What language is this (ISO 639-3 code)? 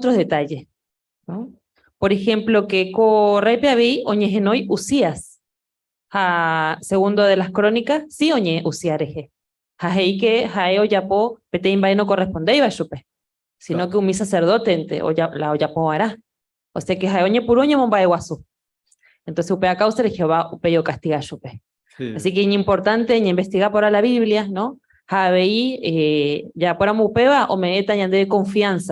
grn